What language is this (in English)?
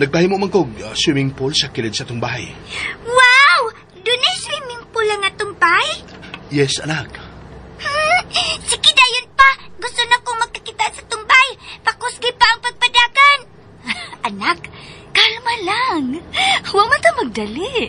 Cebuano